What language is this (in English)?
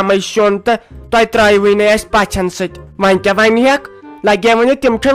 Kashmiri